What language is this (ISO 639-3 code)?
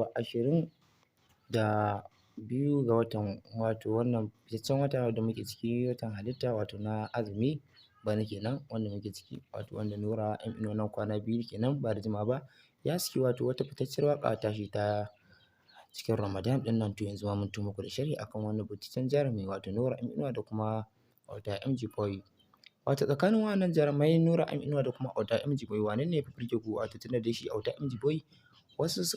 hau